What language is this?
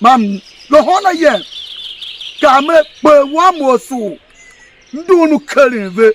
Tiv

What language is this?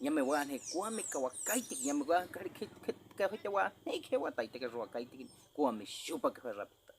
Baniwa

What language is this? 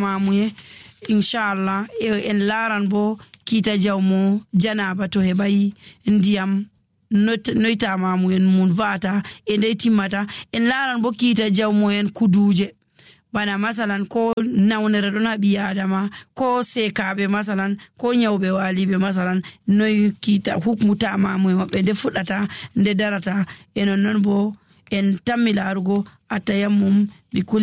Nigerian Fulfulde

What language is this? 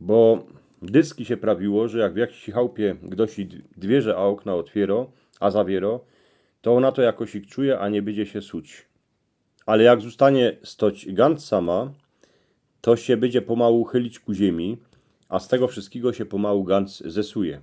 Silesian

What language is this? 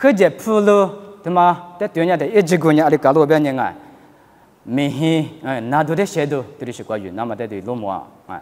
Lisu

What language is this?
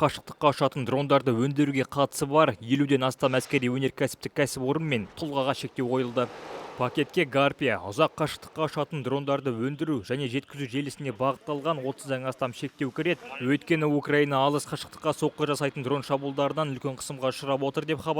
Kazakh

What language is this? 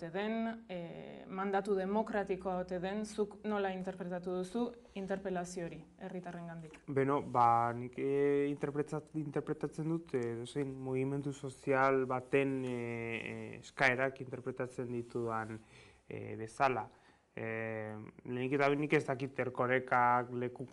Basque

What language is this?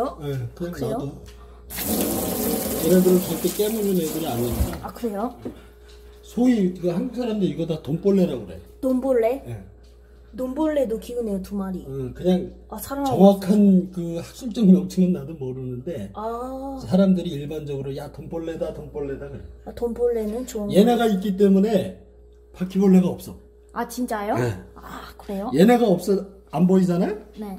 Korean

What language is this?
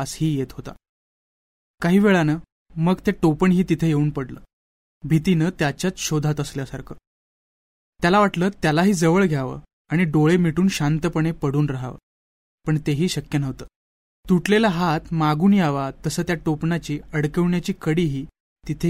Marathi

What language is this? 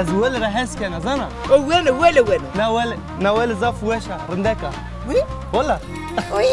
Zaza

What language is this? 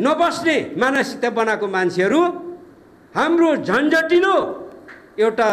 Nepali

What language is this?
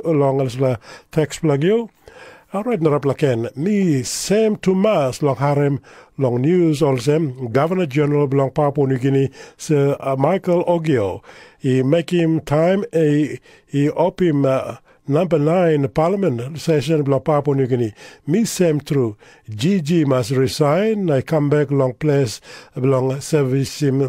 Tok Pisin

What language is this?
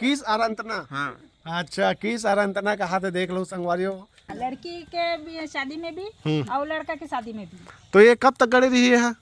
Chhattisgarhi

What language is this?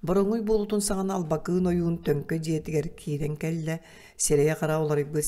Yakut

